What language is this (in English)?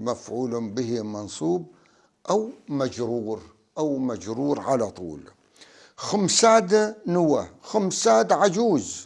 North Levantine Arabic